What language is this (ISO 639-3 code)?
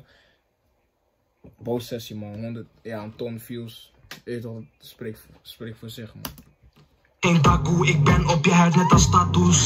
nld